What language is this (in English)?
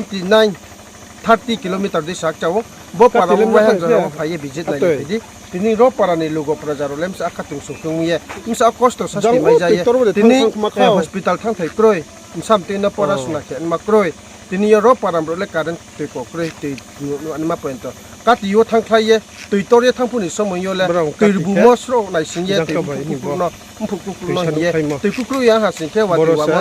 Riang (India)